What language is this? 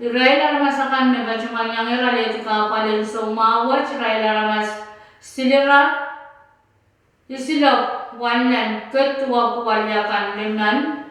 Pohnpeian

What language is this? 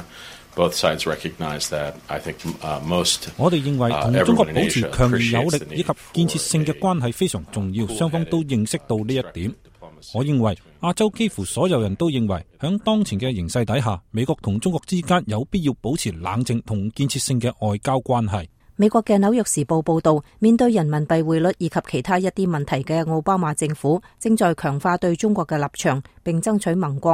Cantonese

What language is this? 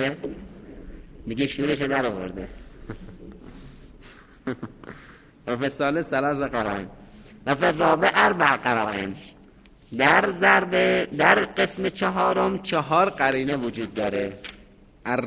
Persian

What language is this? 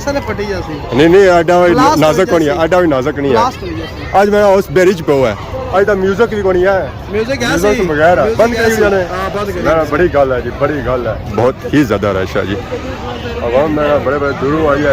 Pahari-Potwari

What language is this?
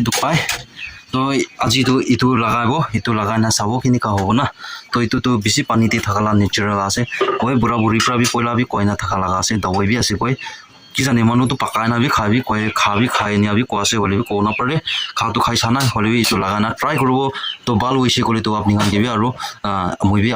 Naga Pidgin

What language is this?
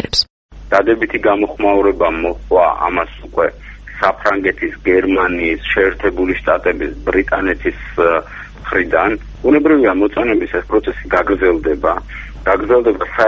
Georgian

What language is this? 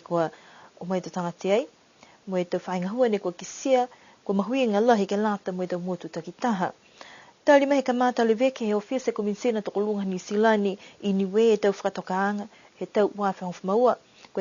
Niuean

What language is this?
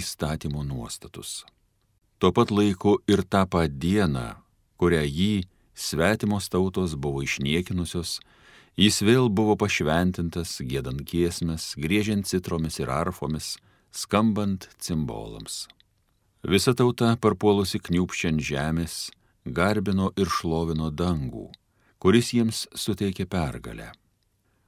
Lithuanian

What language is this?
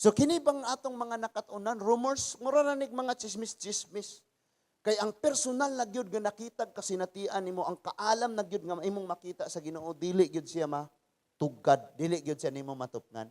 Cebuano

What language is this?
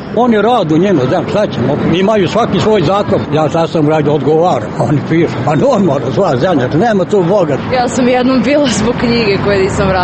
Serbian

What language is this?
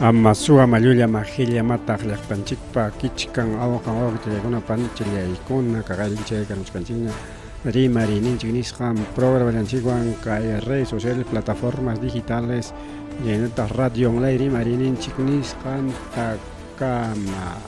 Ayacucho Quechua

